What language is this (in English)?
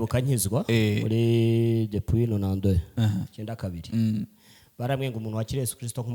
Kinyarwanda